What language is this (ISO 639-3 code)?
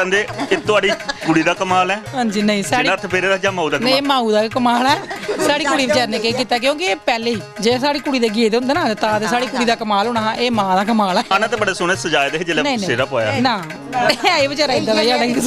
doi